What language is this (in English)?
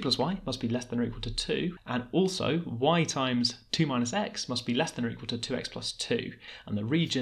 English